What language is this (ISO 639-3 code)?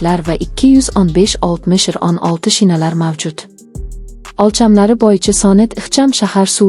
uzb